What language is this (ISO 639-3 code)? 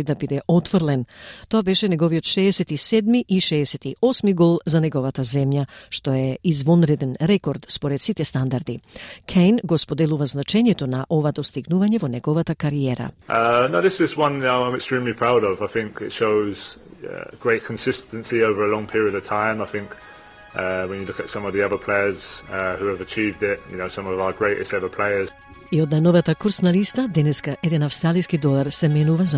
mkd